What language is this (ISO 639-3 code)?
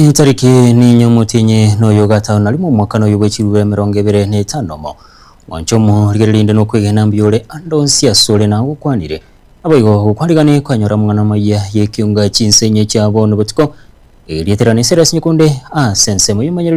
guz